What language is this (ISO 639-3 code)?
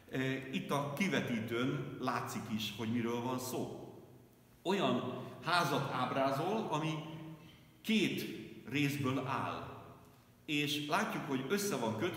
hun